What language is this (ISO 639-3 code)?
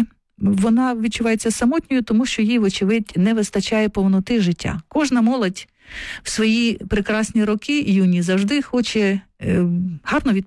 ukr